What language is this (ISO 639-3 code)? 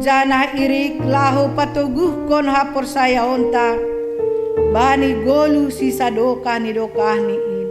bts